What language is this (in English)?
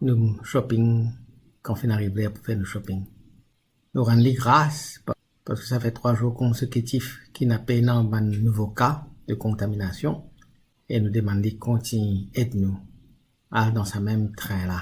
Morisyen